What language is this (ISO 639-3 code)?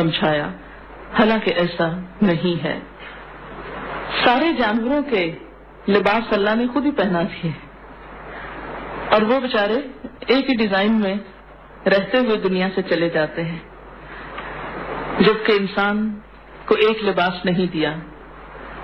urd